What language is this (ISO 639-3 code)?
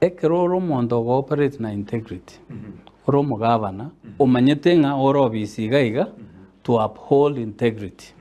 guz